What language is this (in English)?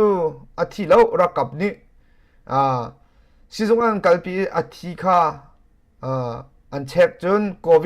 Hakha Chin